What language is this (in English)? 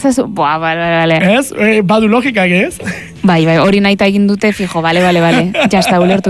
Basque